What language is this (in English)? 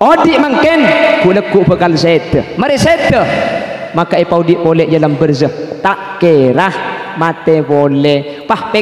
Madurese